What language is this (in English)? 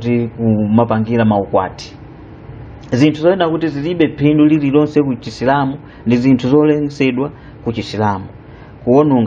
Nyanja